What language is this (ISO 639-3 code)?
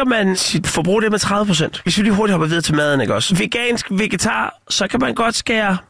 dan